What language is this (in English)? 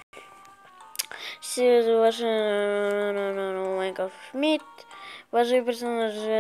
Kazakh